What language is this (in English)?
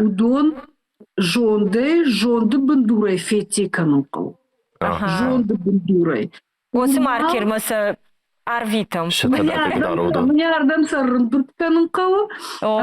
Ossetic